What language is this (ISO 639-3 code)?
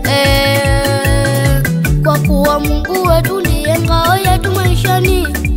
swa